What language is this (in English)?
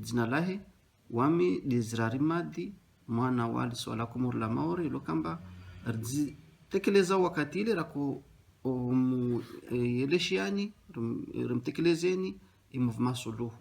Ngazidja Comorian